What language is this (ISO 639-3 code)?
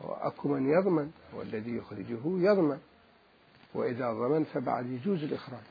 acm